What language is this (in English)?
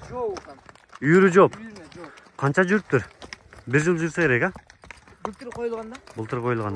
Kyrgyz